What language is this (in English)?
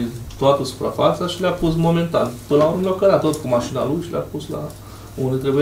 Romanian